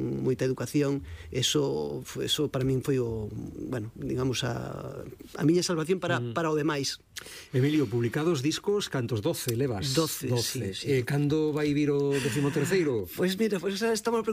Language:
Galician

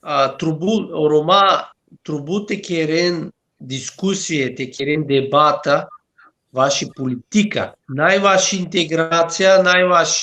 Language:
Balkan Romani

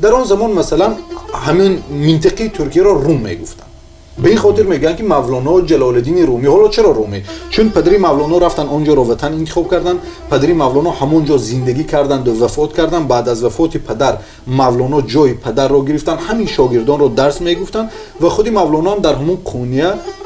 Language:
Tajik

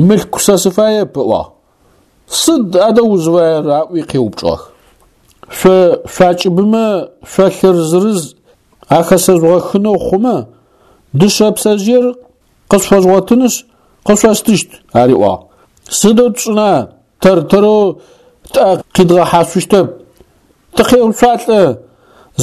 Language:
Adyghe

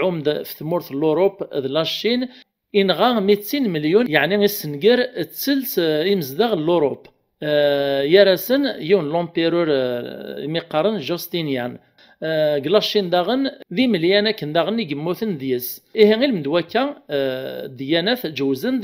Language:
Kabyle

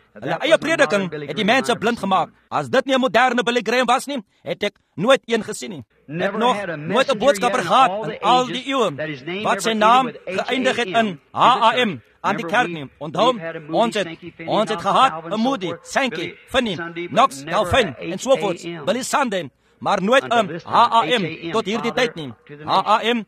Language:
Afrikaans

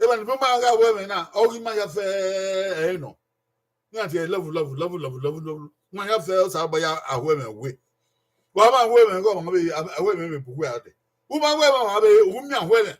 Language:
Bini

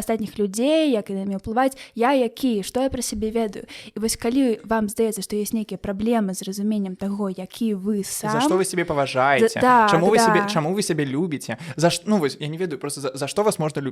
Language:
Belarusian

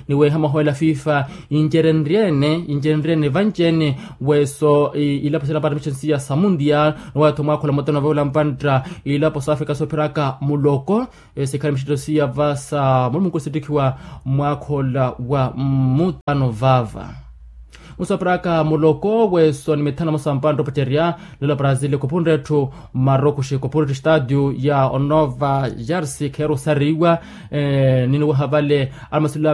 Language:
Makhuwa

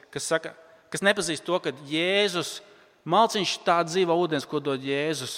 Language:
Latvian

